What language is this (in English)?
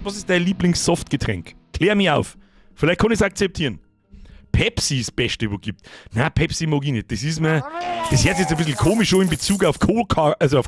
Bavarian